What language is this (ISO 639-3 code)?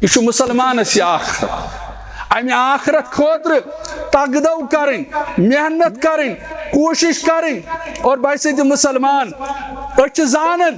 kas